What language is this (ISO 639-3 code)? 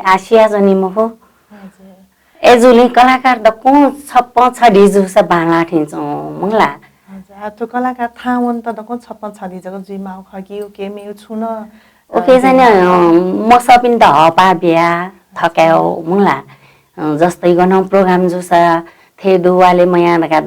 new